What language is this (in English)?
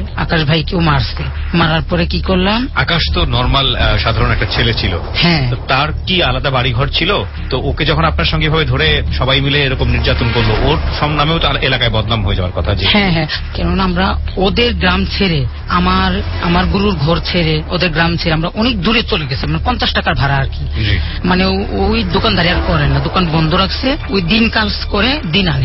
Bangla